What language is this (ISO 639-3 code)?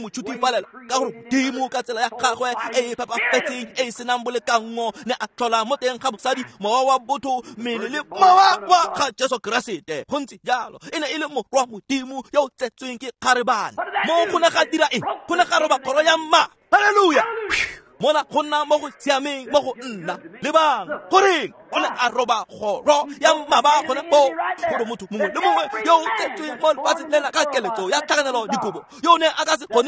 tsn